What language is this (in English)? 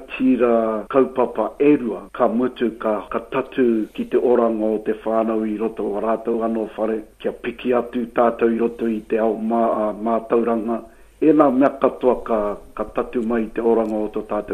Māori